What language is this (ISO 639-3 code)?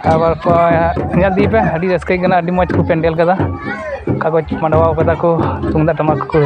sat